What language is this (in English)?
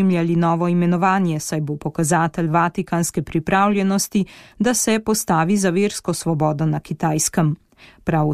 Slovenian